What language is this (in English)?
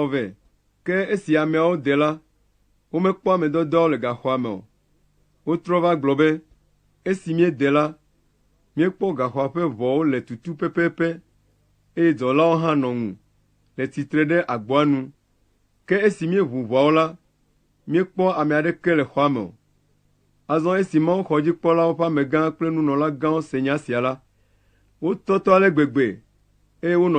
Ewe